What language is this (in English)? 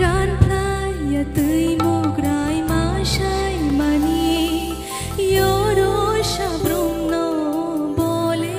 Kok Borok